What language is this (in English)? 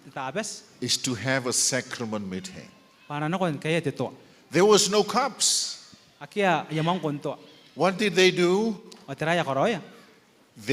Gilbertese